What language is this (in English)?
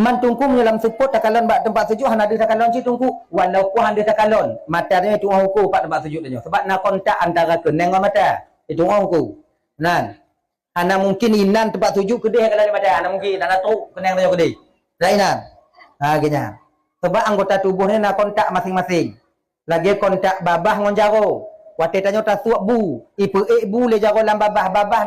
Achinese